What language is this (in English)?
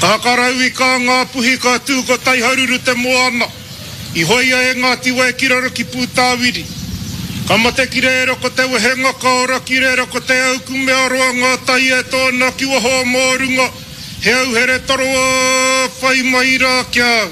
Māori